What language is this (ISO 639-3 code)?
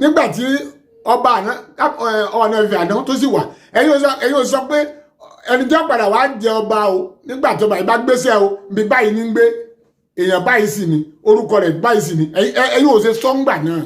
yor